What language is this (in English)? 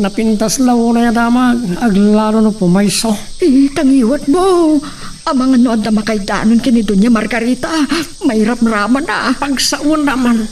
Iloko